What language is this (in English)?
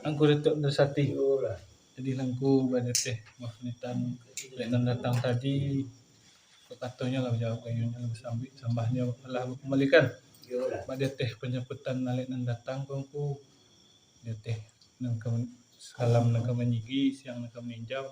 Minangkabau